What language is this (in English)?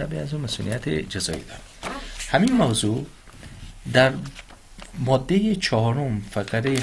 Persian